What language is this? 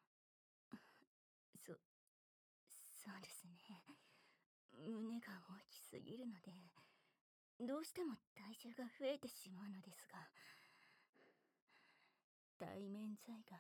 Japanese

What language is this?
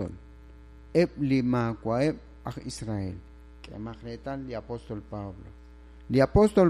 Kekchí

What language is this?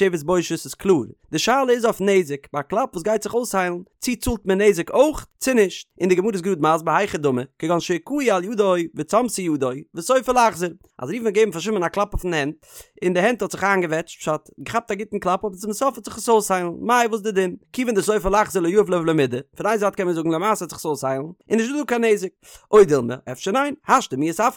Yiddish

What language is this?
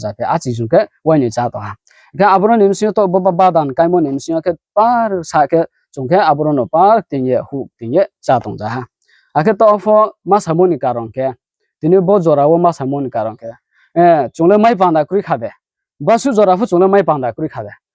Riang (India)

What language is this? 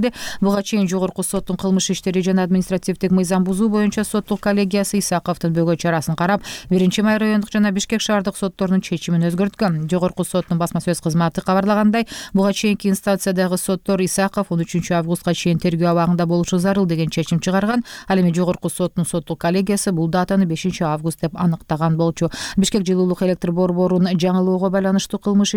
Kyrgyz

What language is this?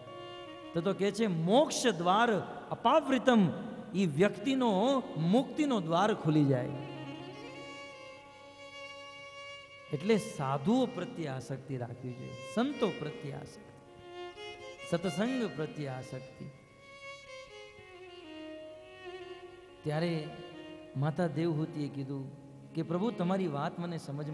Gujarati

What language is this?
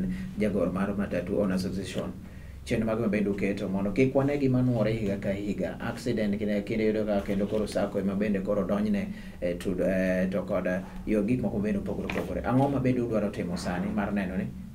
Luo (Kenya and Tanzania)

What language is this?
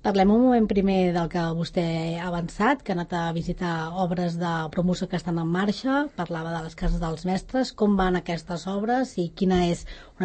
Catalan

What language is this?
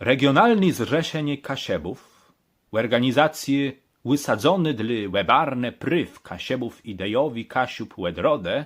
Kashubian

